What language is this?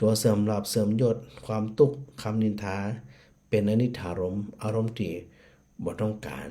Northern Thai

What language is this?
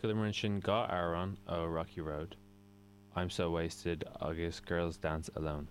Irish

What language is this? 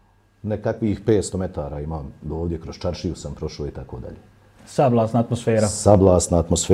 Bosnian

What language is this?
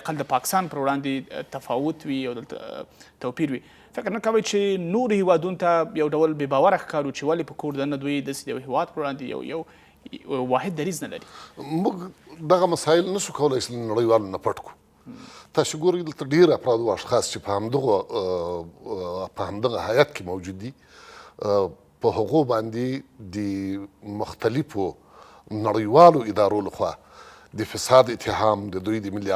Pashto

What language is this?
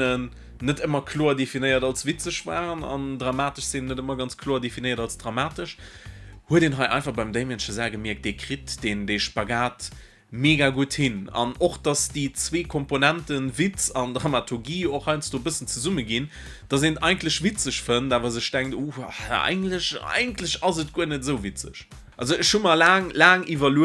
Luxembourgish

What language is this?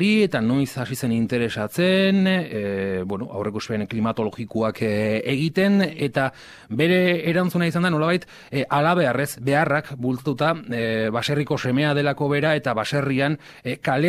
Basque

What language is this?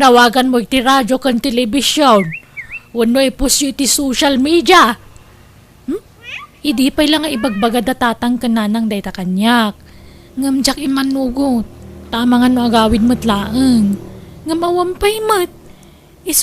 Iloko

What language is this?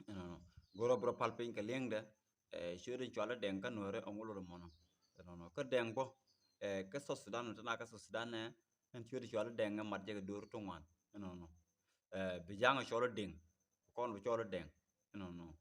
Nuer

